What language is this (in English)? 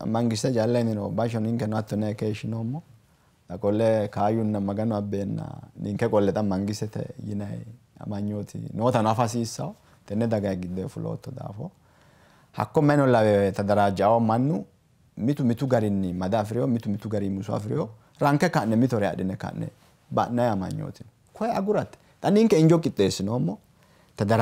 Sidamo